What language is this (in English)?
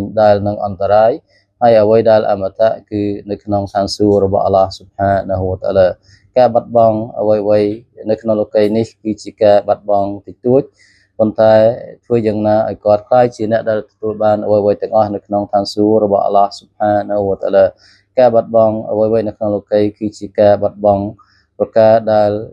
Khmer